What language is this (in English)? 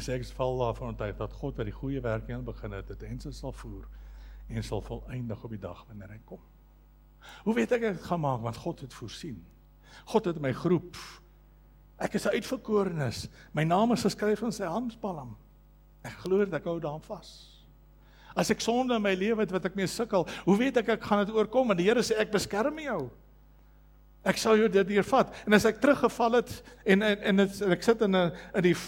Afrikaans